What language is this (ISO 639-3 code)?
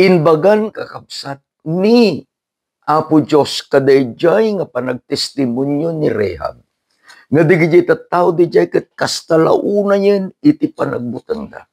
ilo